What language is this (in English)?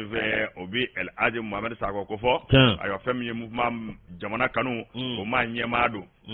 Bambara